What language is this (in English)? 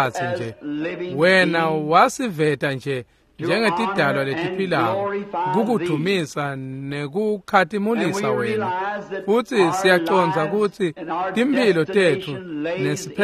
Swati